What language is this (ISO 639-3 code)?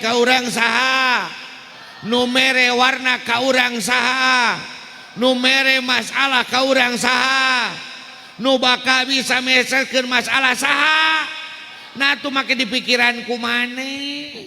sun